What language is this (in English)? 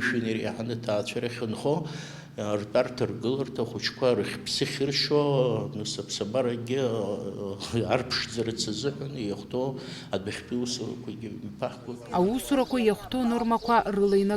Abkhazian